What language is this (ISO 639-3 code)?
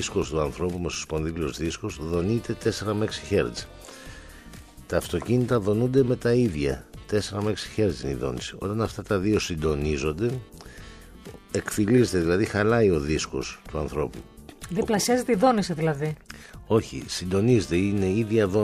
ell